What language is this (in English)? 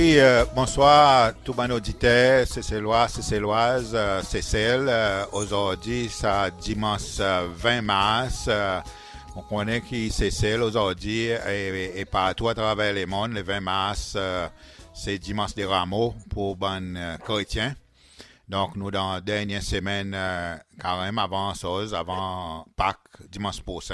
Seselwa Creole French